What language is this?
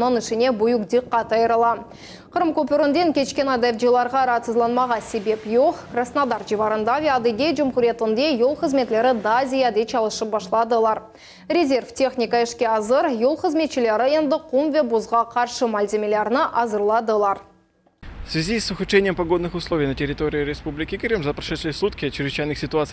Crimean Tatar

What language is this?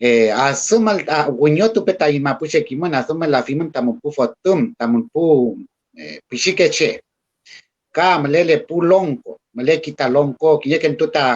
Mapuche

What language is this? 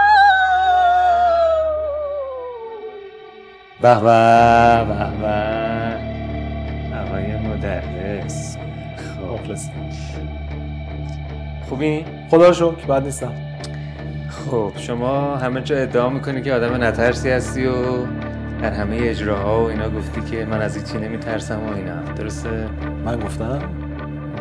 Persian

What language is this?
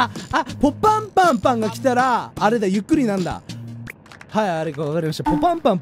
Japanese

